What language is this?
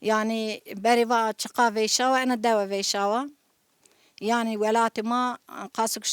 Zaza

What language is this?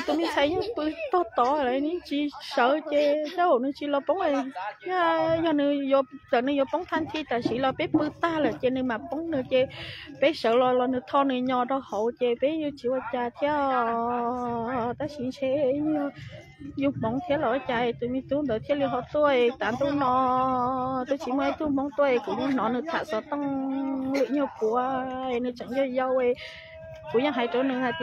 Vietnamese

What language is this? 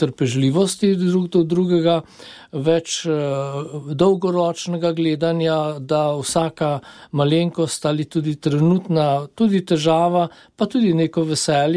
Slovenian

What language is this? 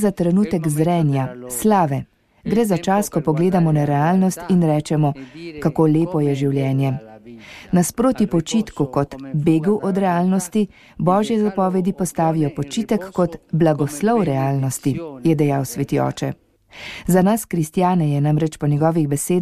Slovenian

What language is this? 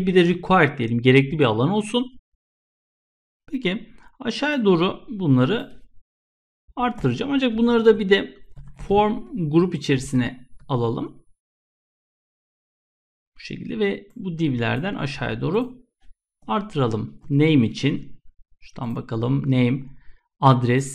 Turkish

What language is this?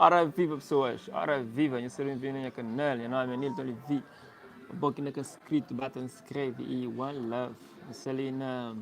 Kabuverdianu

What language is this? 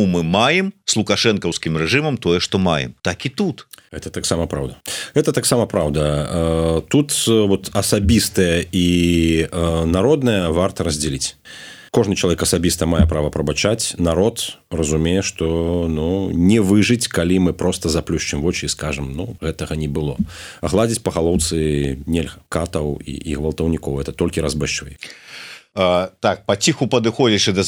Belarusian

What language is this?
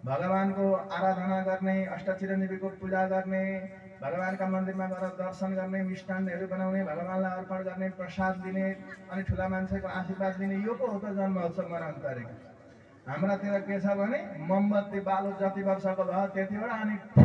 Nepali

